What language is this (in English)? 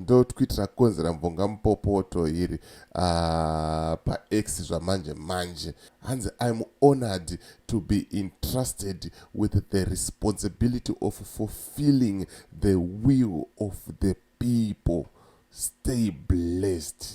Shona